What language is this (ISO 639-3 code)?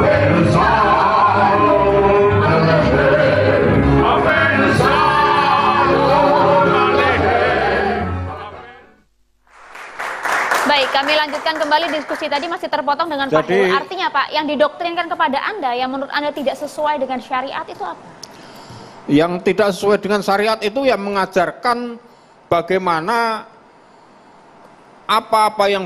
ind